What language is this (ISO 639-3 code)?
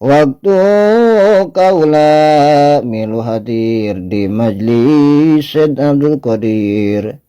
sun